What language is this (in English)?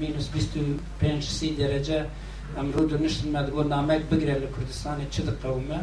Kurdish